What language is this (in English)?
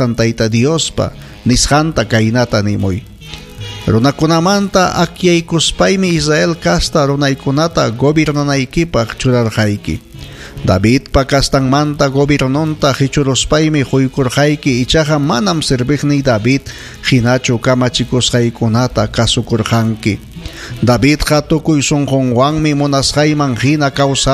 Ayacucho Quechua